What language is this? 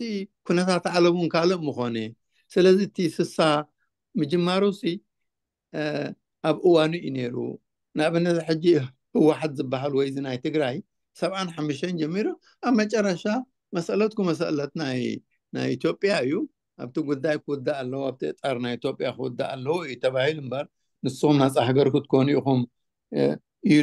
Tigrinya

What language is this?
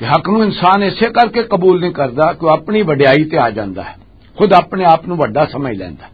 Western Panjabi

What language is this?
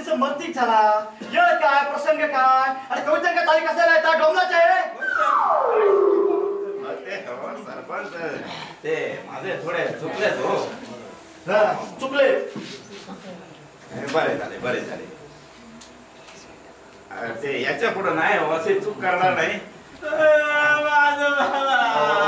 Marathi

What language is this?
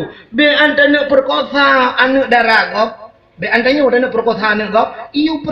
Achinese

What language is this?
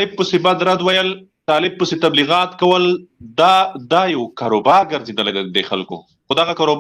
Pashto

